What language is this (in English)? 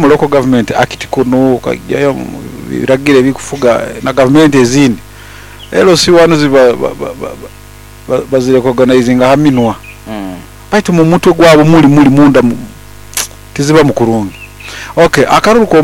Nyoro